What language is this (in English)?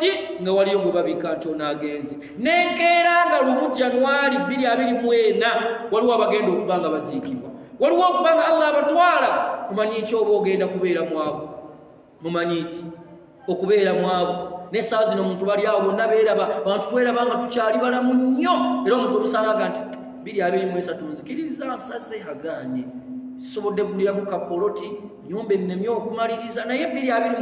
Ganda